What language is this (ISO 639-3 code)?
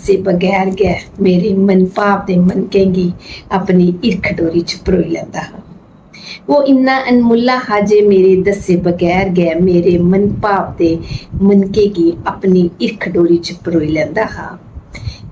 doi